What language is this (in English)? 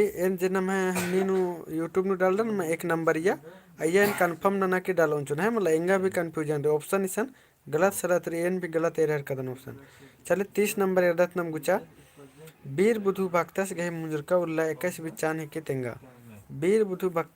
Kurukh